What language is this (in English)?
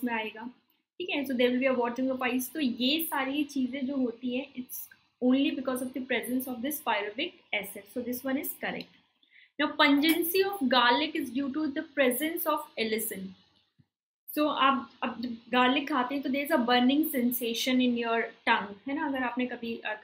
Hindi